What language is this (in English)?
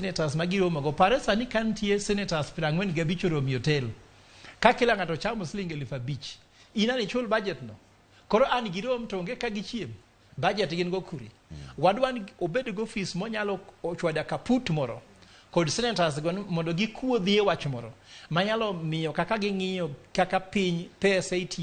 Luo (Kenya and Tanzania)